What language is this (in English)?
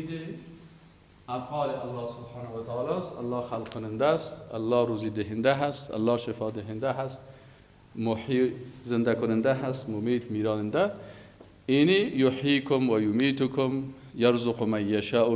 Persian